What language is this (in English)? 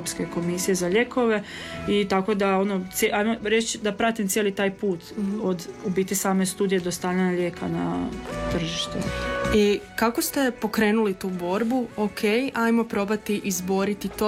Croatian